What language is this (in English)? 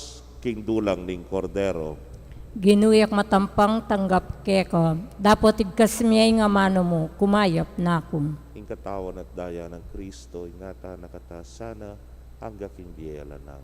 Pampanga